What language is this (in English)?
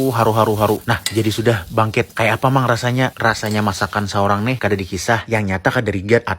Banjar